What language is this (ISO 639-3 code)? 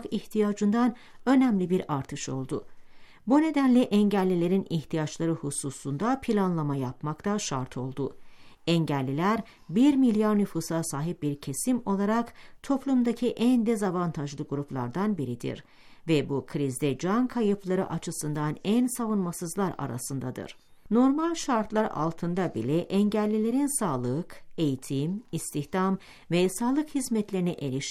tur